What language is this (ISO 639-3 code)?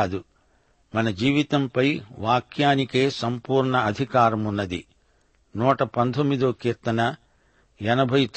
tel